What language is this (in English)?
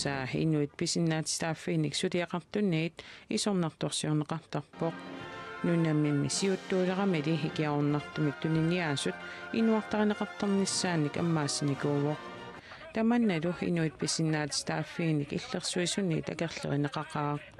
Kalaallisut